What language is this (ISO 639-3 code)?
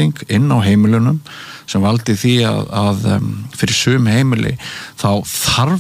isl